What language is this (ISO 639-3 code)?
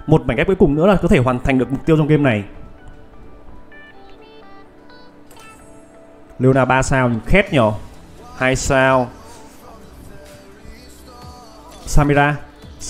vie